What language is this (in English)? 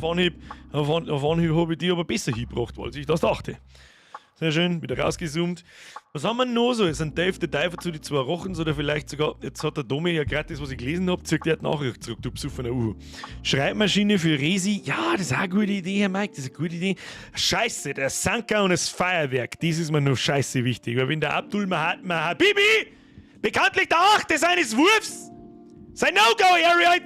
Bavarian